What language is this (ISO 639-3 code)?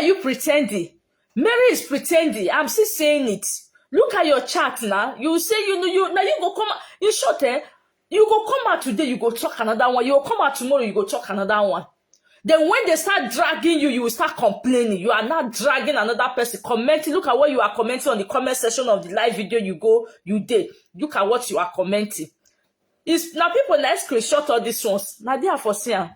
pcm